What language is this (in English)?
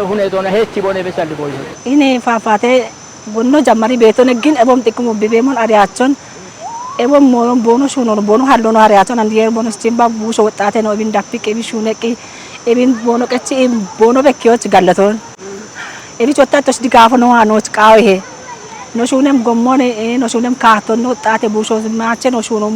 Kafa